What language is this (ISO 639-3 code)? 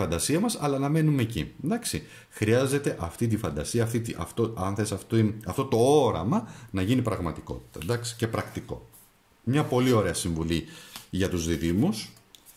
ell